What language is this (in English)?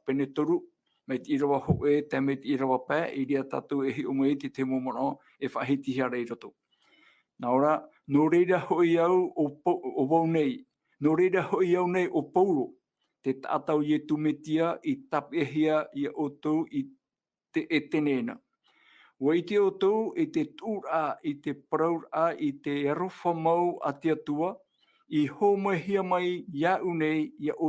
Tahitian